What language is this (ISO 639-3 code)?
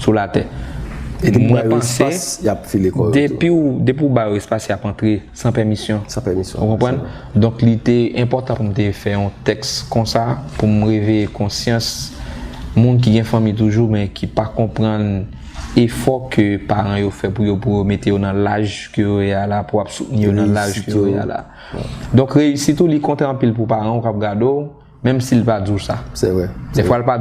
hat